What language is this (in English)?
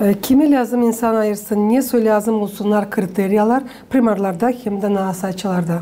Gagauz